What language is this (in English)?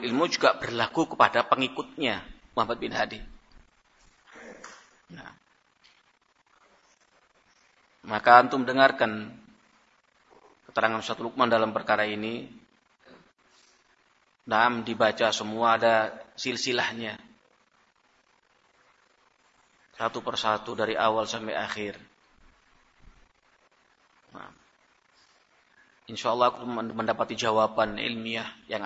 Indonesian